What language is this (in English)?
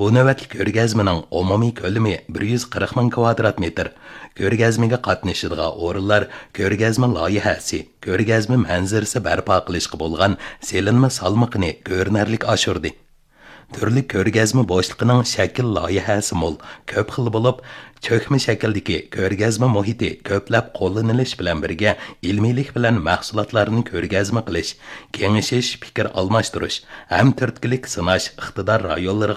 Uyghur